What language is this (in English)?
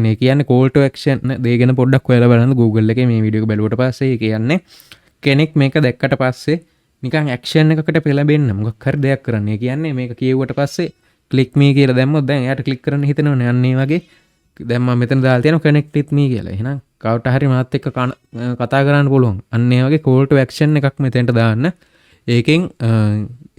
Sinhala